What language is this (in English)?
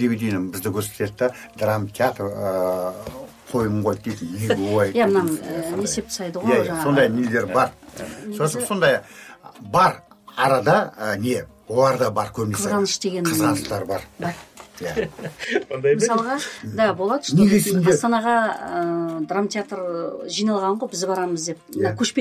Kazakh